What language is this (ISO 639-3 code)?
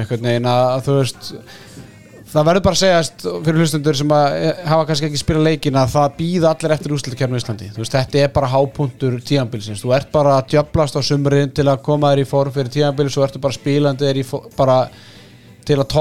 isl